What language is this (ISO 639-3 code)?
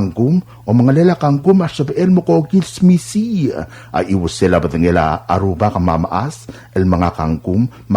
pau